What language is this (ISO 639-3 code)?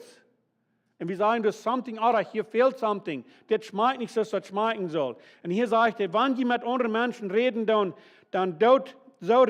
pdt